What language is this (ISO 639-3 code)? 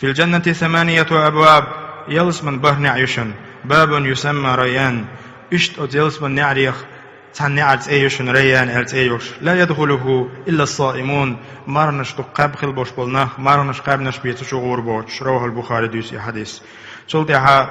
che